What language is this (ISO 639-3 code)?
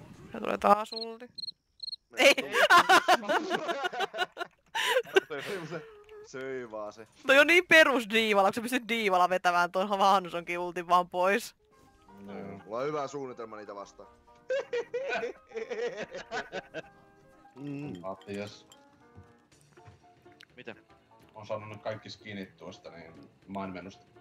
fin